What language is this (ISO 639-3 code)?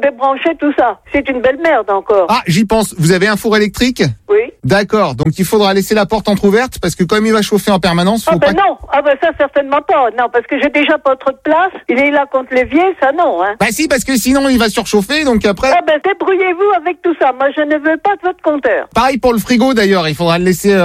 fra